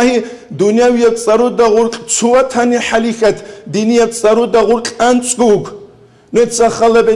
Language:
Avaric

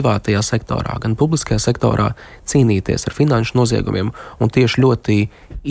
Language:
Latvian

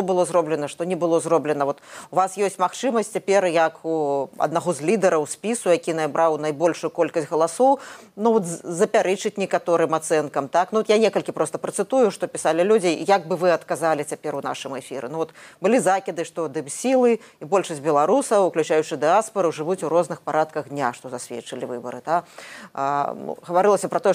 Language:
Belarusian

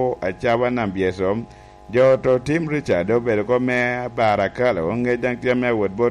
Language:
Lango (Uganda)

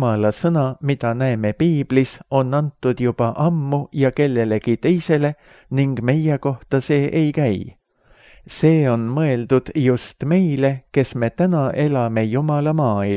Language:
Estonian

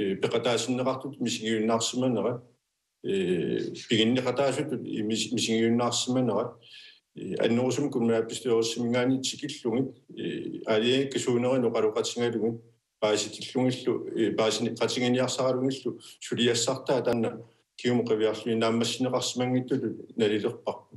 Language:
Kalaallisut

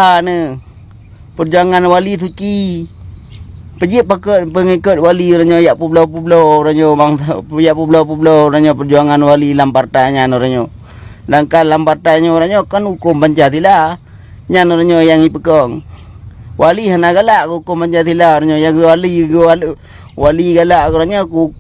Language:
Achinese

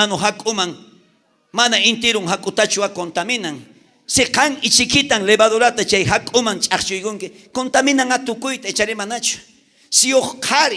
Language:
South Bolivian Quechua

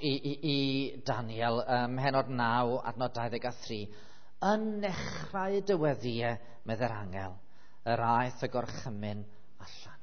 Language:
Welsh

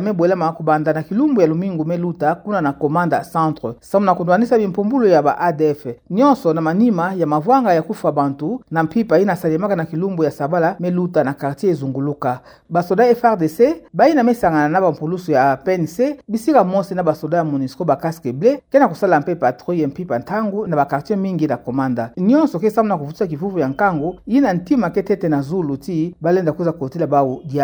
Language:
Kituba (Democratic Republic of Congo)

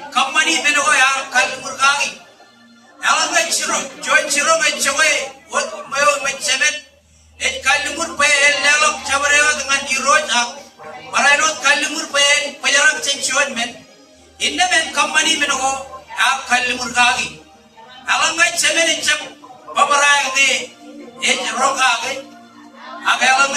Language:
Marshallese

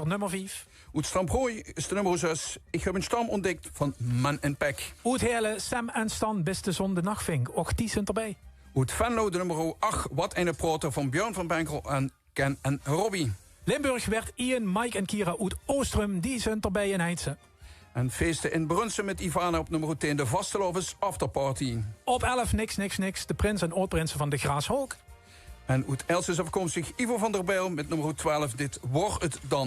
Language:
Limburgish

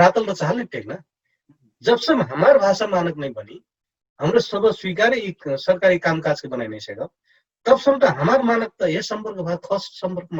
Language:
Dangaura Tharu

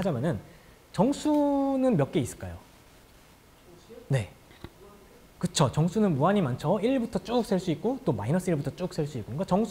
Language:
Korean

